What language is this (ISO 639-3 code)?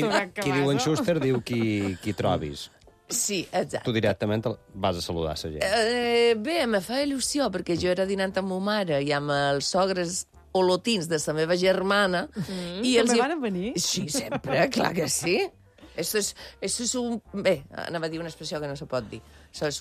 cat